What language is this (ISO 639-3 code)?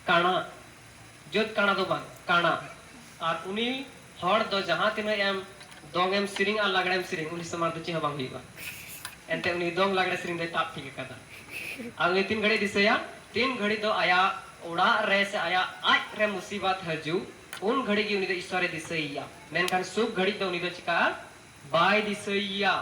sat